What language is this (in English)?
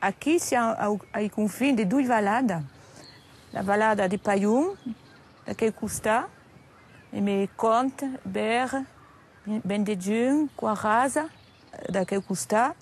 Occitan